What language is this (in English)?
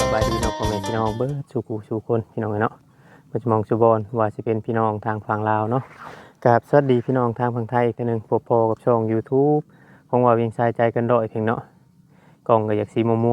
Northeastern Thai